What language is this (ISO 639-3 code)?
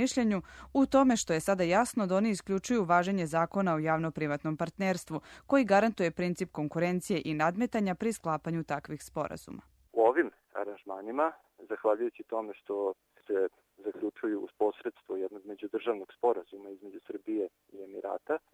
srp